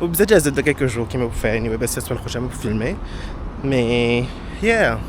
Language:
Morisyen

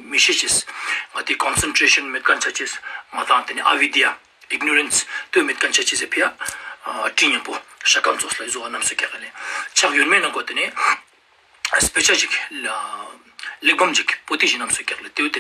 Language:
Ladakhi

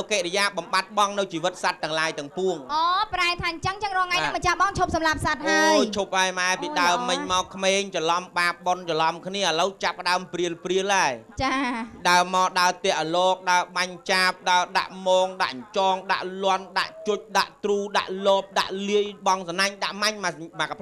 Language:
Khmer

